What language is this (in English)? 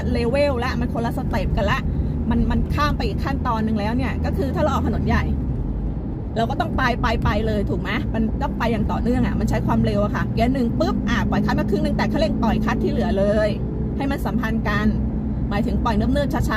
Thai